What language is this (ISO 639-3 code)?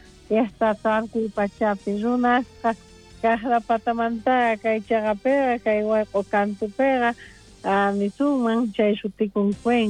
quh